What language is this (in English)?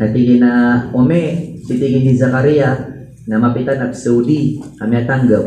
Maranao